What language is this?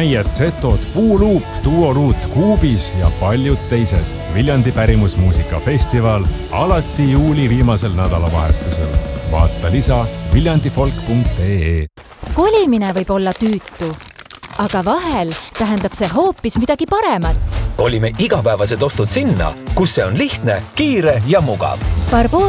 Estonian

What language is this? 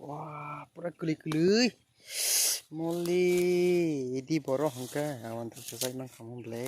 Kok Borok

